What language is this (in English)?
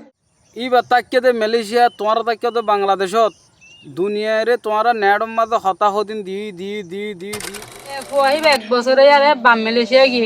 Rohingya